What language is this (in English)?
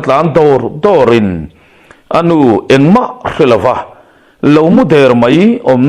Mizo